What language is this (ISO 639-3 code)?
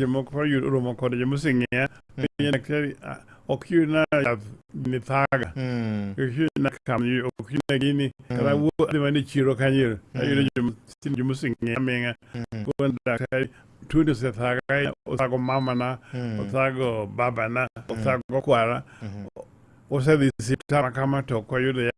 luo